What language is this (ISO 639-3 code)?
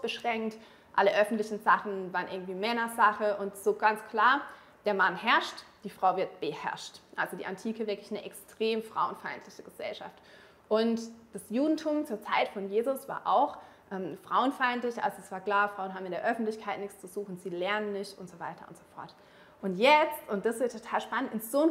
gsw